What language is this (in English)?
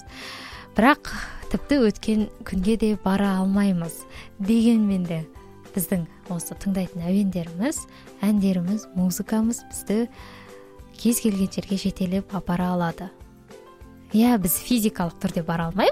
Kazakh